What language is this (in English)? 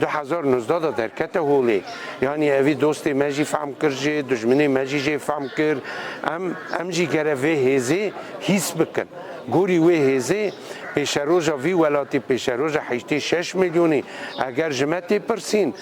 Kurdish